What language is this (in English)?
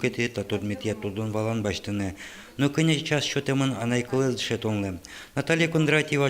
Udmurt